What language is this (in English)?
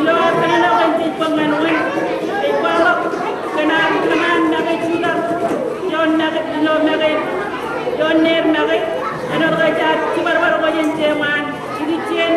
Marshallese